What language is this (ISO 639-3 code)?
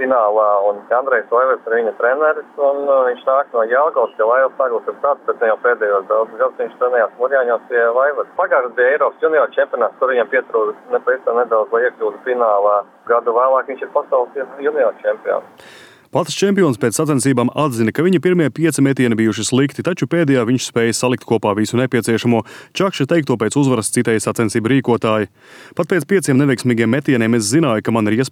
lav